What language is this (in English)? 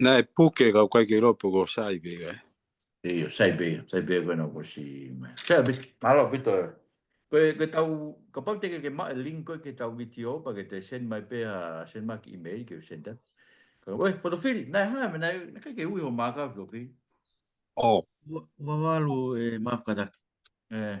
Tongan